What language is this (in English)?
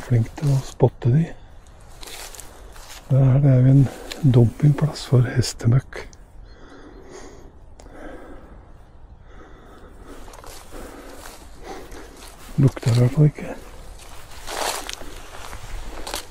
Norwegian